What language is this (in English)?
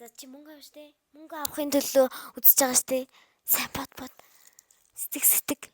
Mongolian